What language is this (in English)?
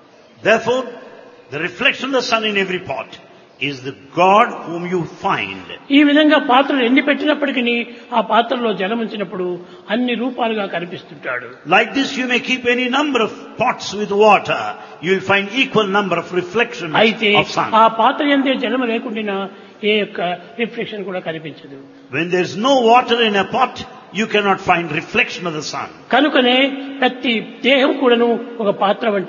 Telugu